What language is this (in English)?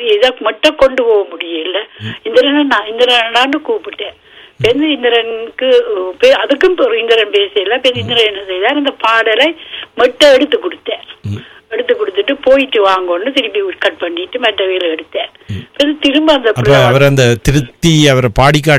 Tamil